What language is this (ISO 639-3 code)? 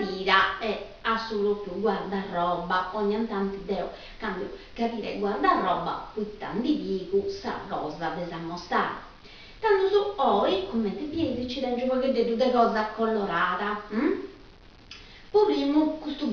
srd